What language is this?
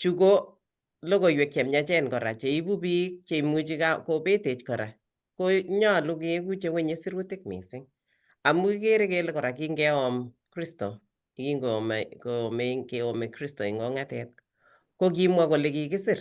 Kalenjin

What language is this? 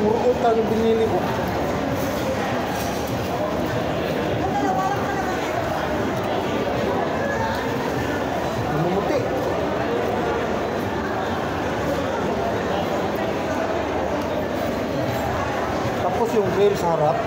Filipino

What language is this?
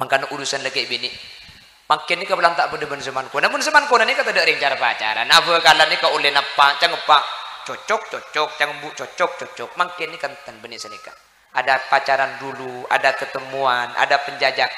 Madurese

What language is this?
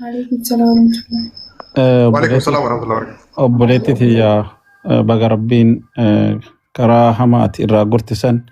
Oromo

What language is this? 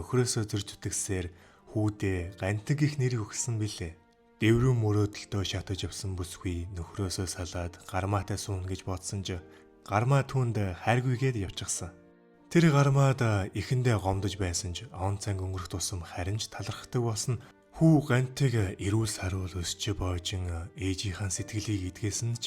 Mongolian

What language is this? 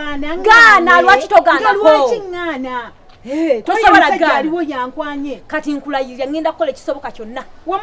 Ganda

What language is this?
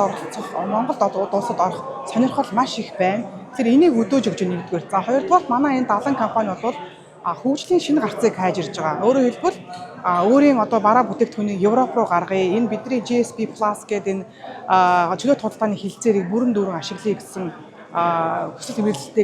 Mongolian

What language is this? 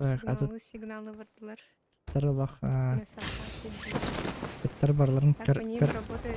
Yakut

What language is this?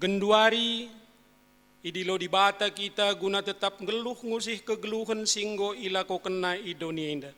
Batak Karo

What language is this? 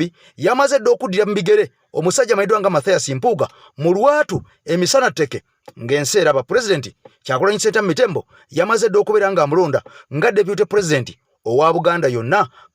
Ganda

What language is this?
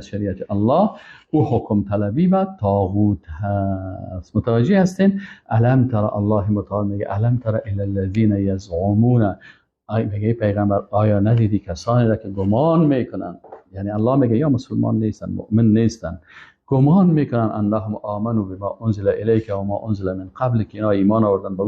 Persian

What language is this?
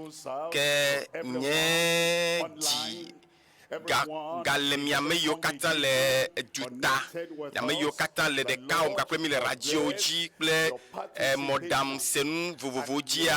Ewe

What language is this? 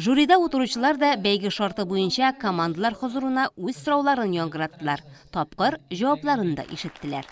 Tatar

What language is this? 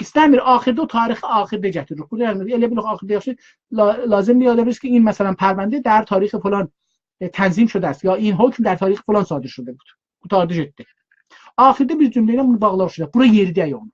South Azerbaijani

